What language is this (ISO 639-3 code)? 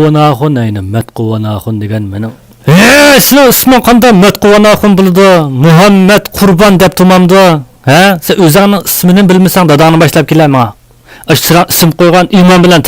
uig